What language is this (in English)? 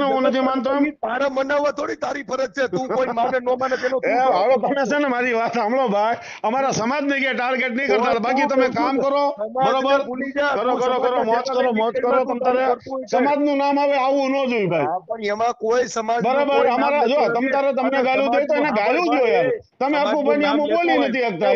Gujarati